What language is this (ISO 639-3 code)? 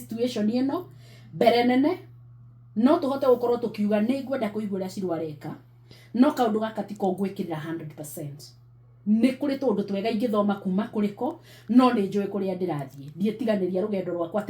kik